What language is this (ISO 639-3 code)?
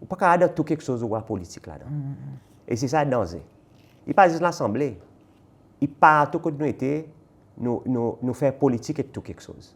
crs